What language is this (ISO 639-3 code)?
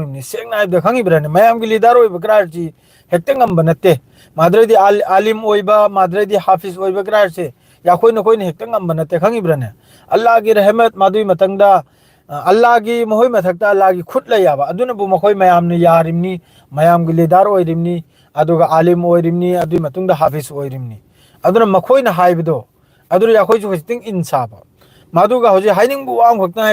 mni